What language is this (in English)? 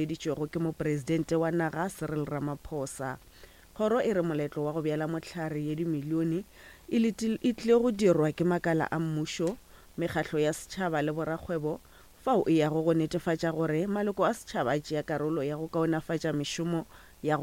Northern Sotho